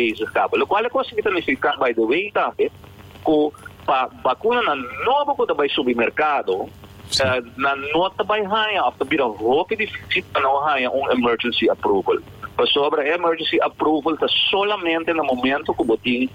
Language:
Papiamento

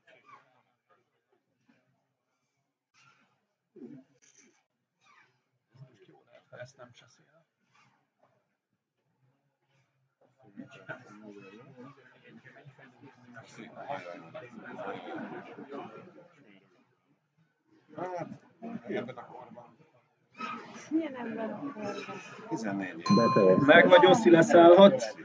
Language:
Hungarian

